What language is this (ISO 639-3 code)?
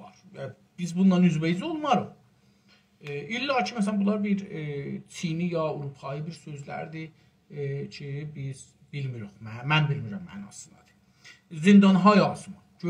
azb